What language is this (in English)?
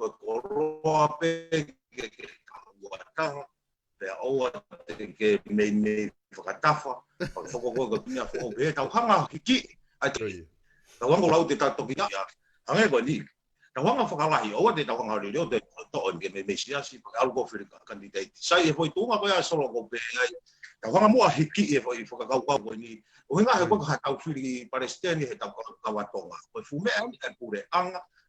Tongan